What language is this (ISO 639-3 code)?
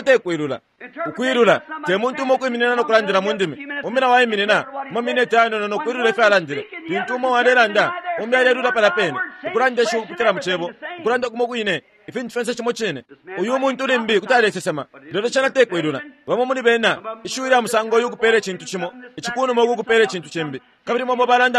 bem